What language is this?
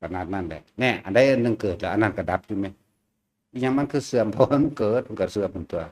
Northeastern Thai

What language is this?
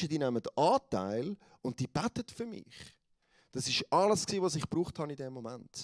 Swiss German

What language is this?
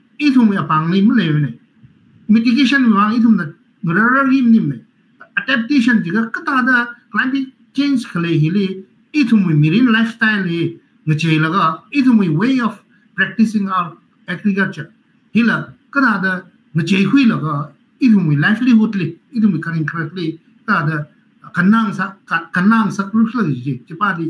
Tangkhul Naga (India)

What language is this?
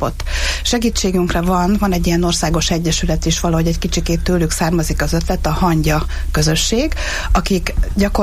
Hungarian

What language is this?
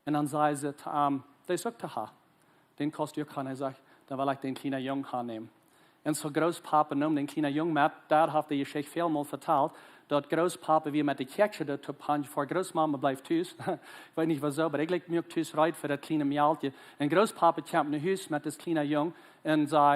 Plautdietsch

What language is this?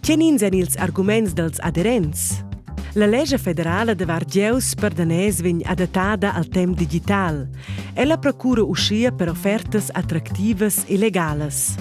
Romansh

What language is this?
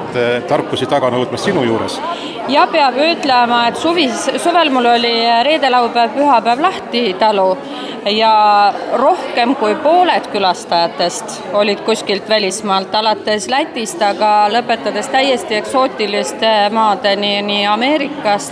Estonian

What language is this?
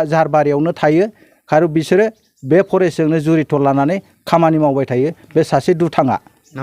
Bodo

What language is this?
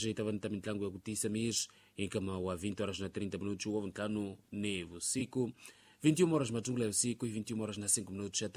Tsonga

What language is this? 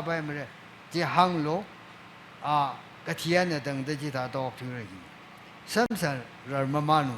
Tangkhul Naga (India)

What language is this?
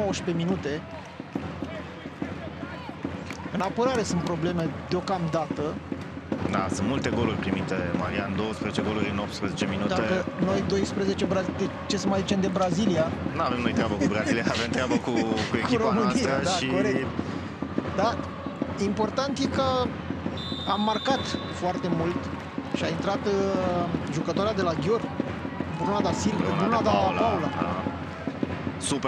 Romanian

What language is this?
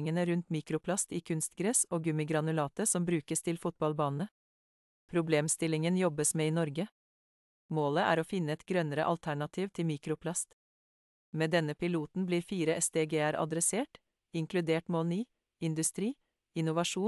Norwegian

